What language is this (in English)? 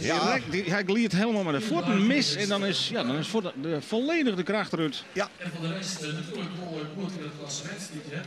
Western Frisian